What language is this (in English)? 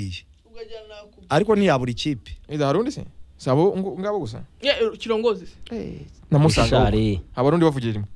Kinyarwanda